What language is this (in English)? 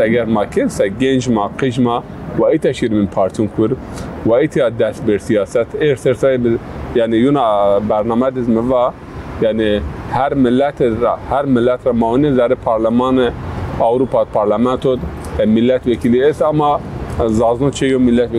Zaza